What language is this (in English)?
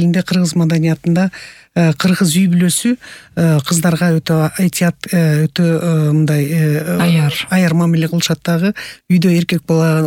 Kyrgyz